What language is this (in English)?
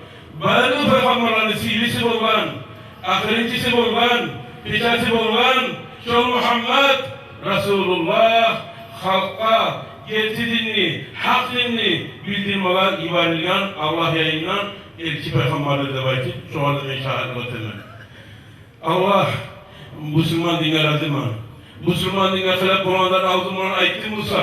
Kumyk